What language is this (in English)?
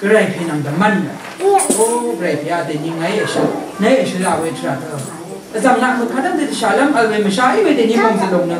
Rawang